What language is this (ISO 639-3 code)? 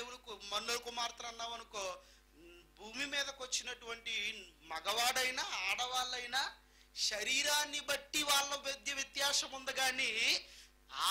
tel